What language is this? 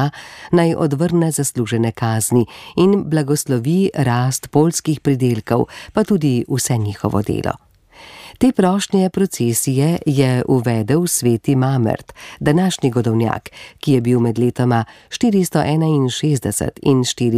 Slovenian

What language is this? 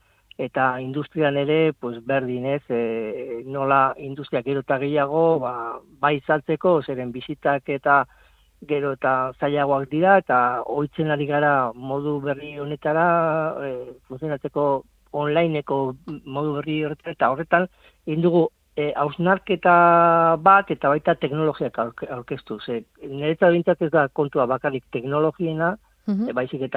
Basque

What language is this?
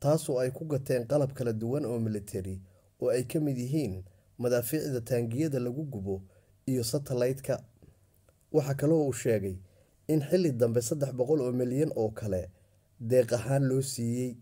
Somali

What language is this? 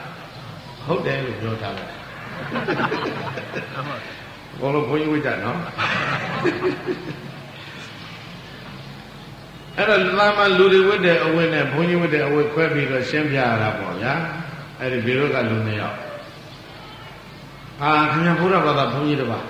Burmese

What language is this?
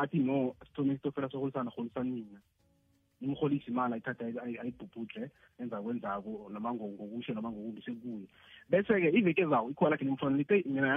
South Ndebele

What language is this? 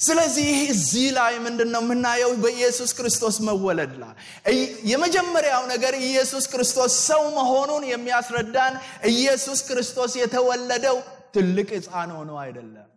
Amharic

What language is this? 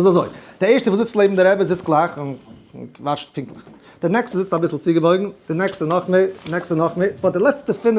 Yiddish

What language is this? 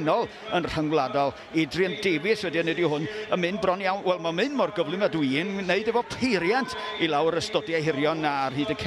Welsh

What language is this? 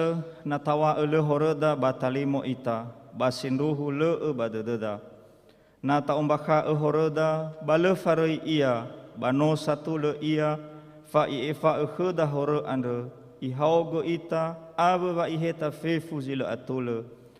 Nias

